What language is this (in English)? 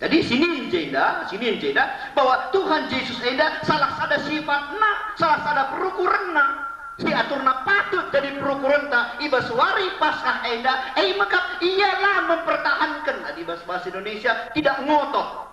Batak Karo